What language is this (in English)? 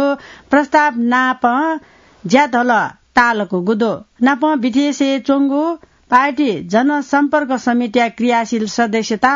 Newari